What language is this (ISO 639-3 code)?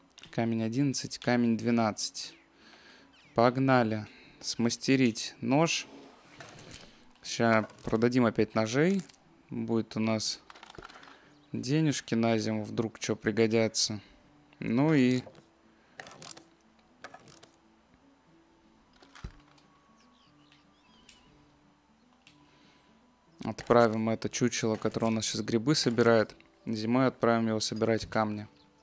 rus